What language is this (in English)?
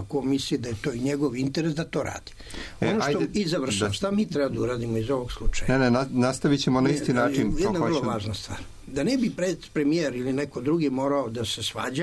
Serbian